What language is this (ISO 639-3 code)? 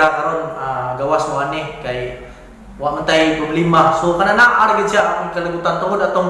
ceb